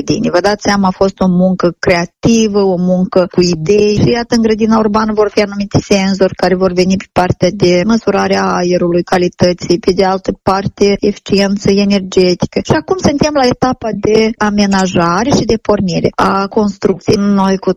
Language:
Romanian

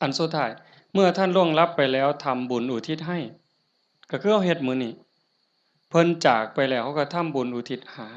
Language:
Northeastern Thai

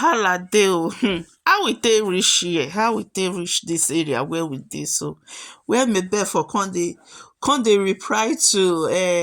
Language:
Nigerian Pidgin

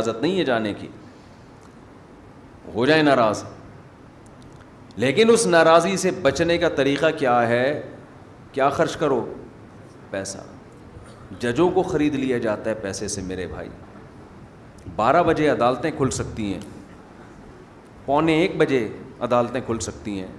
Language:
Urdu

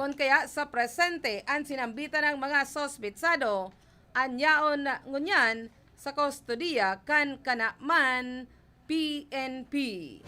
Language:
Bikol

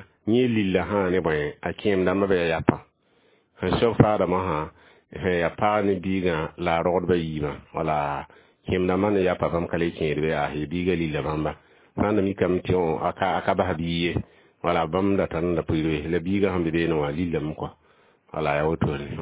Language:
Mossi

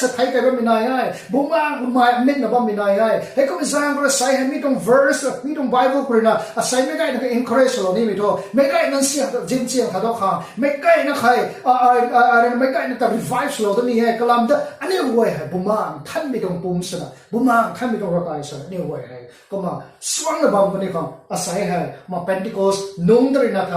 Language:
Rongmei Naga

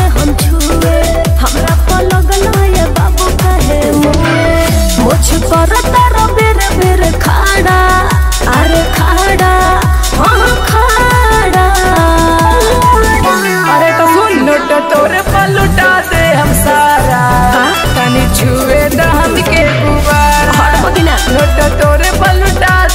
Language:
Bhojpuri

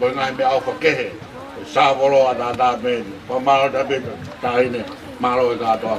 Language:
Tongan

